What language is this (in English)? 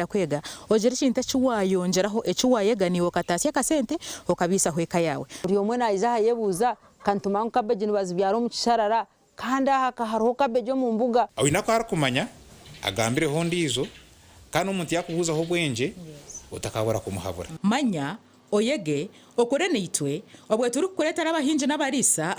Nyankole